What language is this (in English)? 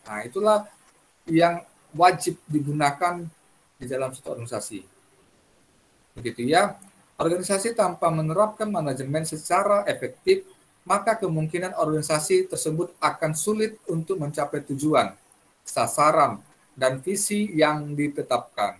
Indonesian